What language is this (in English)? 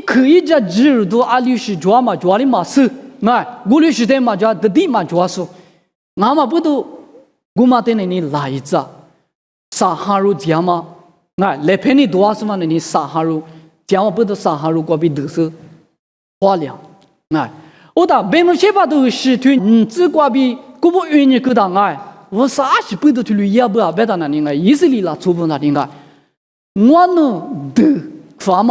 Lisu